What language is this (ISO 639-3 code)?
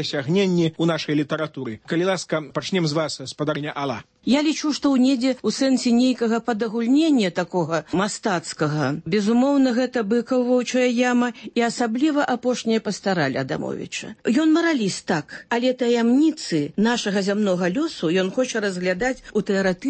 bel